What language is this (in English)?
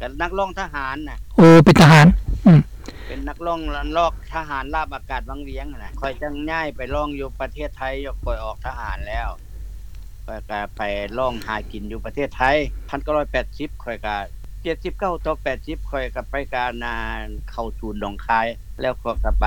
Lao